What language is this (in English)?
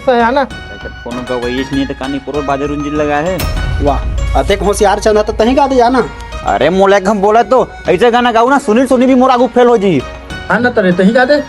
Chhattisgarhi